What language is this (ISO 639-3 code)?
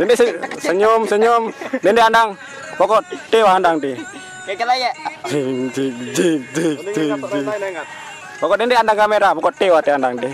sas